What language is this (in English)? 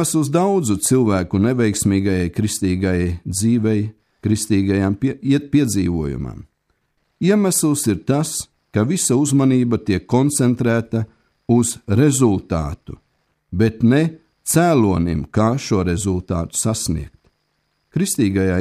Latvian